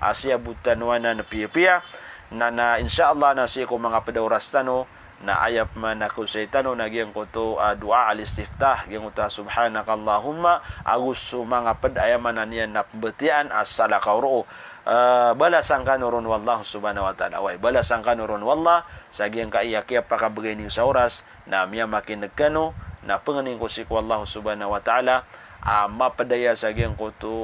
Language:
Maranao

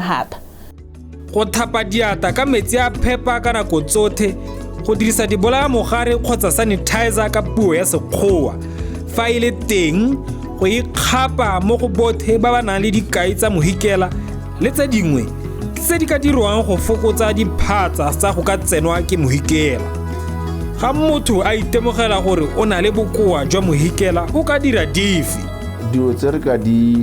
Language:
Tswana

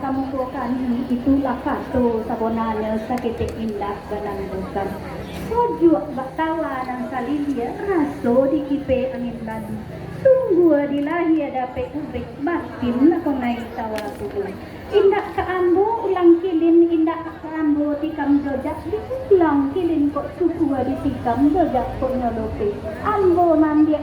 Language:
Minangkabau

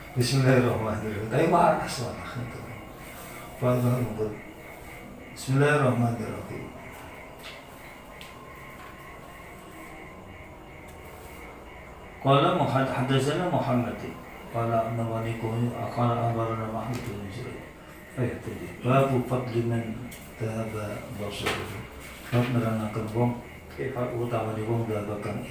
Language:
Javanese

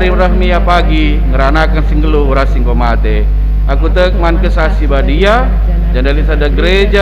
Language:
Batak Karo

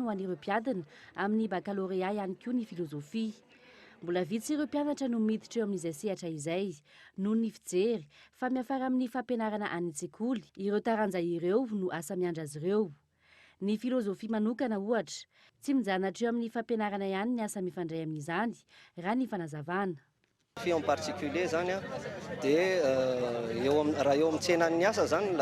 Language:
Malagasy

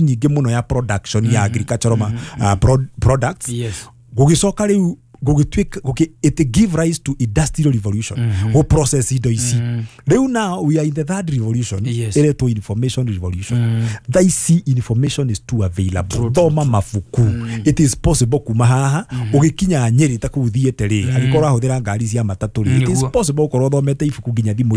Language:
Kikuyu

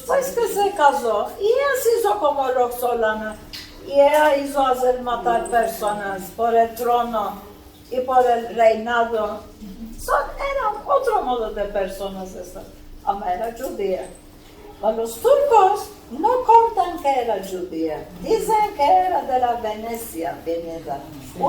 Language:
Ladino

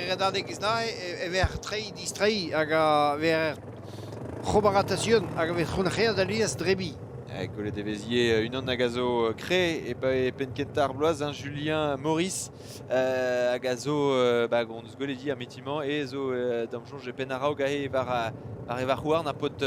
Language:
Breton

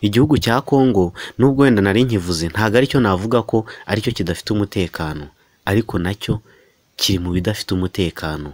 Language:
Kinyarwanda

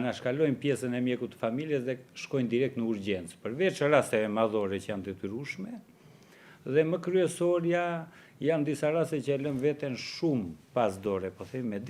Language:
Albanian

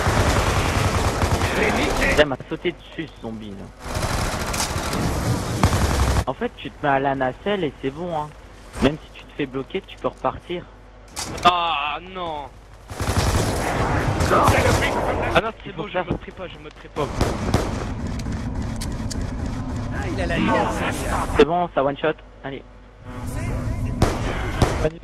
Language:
French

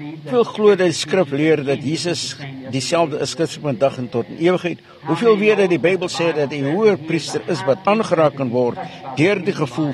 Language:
Afrikaans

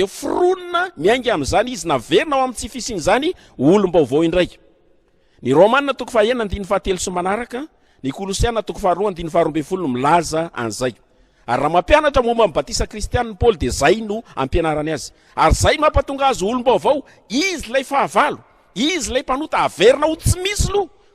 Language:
Malagasy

